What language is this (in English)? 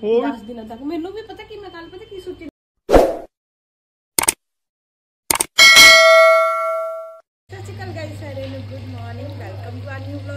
Punjabi